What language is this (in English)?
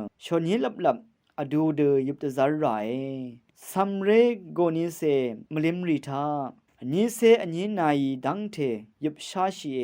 Rawang